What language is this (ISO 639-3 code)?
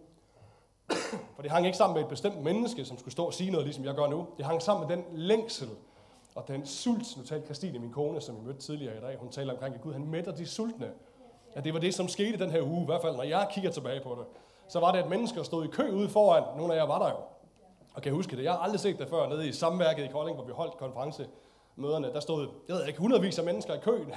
dan